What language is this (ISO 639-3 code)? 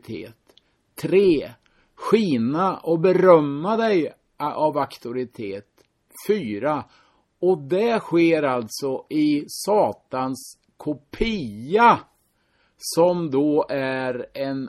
swe